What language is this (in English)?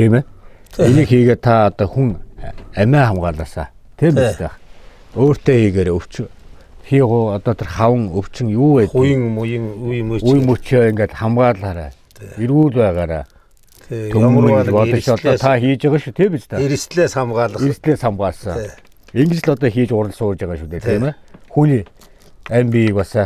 Mongolian